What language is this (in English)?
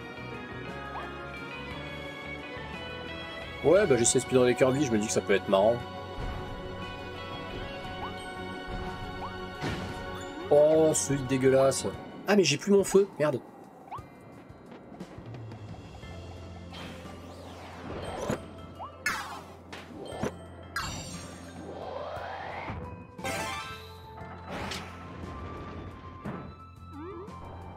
French